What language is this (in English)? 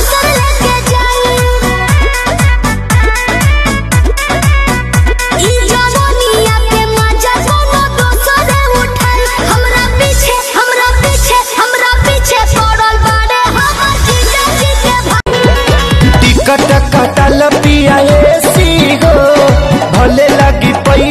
Bhojpuri